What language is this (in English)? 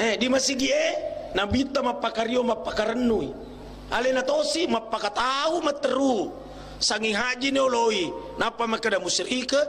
Buginese